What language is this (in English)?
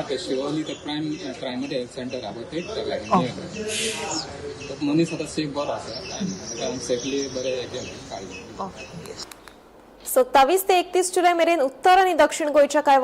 Konkani